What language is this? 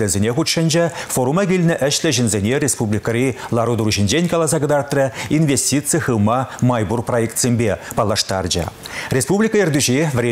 Chuvash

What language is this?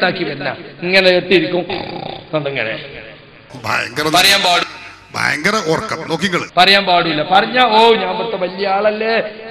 Malayalam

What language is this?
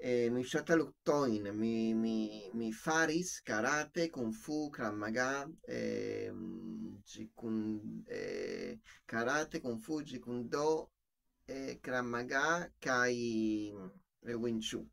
Esperanto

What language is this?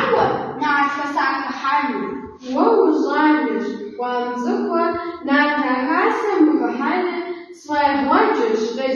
Kabardian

